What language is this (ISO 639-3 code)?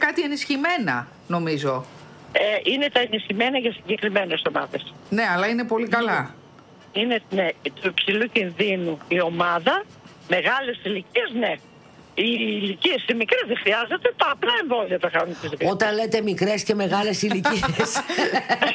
ell